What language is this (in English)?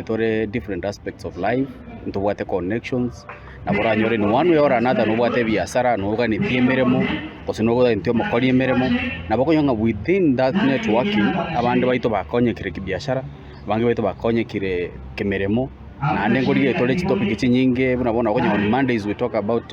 Gusii